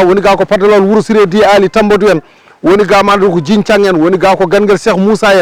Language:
Fula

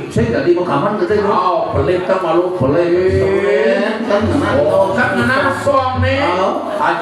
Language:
Balinese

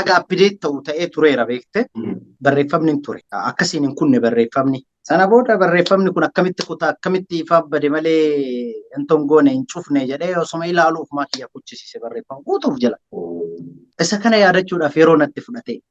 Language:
Oromo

